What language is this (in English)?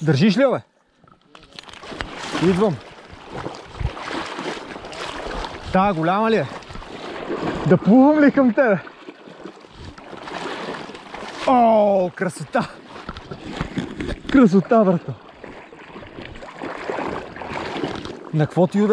Bulgarian